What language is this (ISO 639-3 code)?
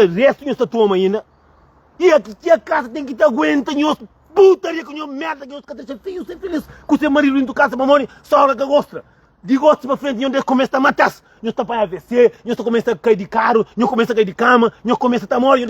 kea